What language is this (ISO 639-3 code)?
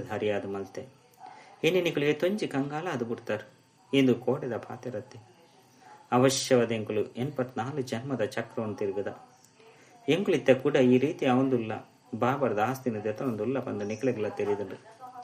tcy